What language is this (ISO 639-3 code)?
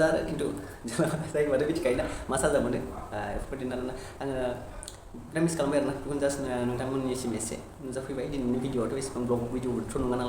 brx